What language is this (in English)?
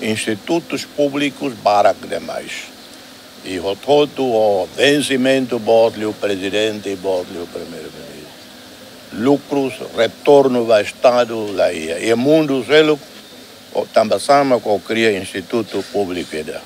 Tetum